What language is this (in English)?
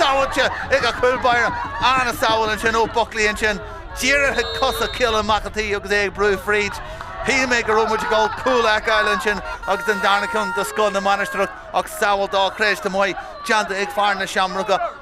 Irish